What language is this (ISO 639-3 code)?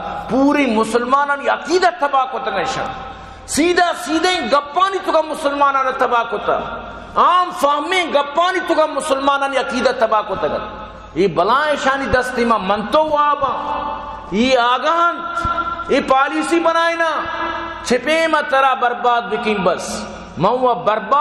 bal